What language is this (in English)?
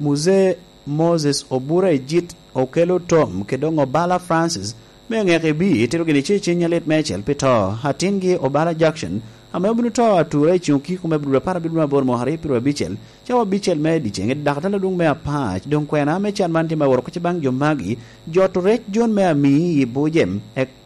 Lango (Uganda)